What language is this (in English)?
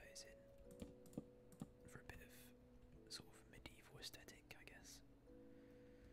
English